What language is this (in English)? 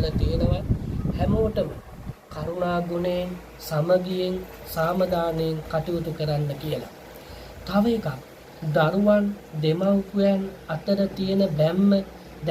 Sinhala